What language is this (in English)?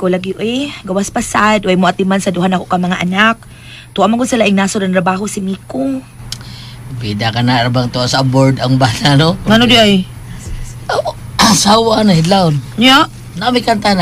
Cebuano